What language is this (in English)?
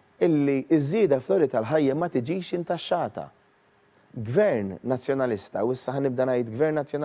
Maltese